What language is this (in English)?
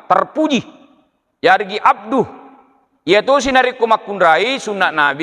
Buginese